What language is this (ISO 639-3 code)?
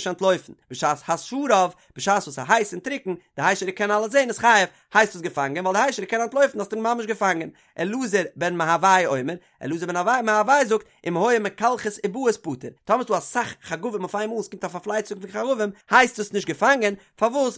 yid